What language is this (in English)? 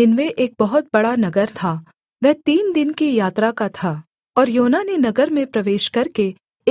Hindi